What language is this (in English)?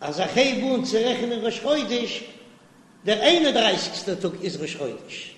Yiddish